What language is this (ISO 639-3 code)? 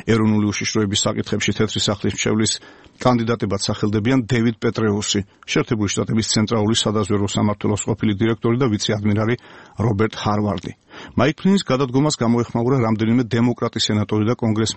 kat